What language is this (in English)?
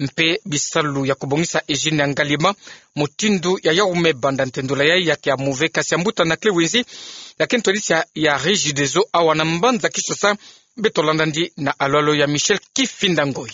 Kituba (Democratic Republic of Congo)